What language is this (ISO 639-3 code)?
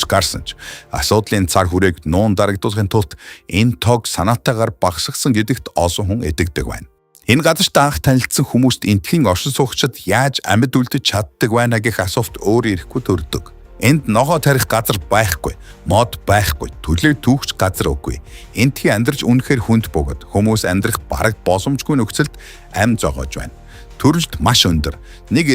mon